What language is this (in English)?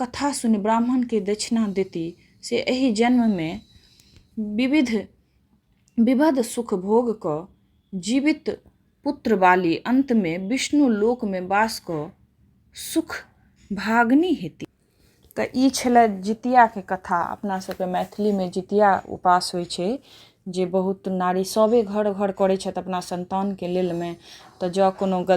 Maithili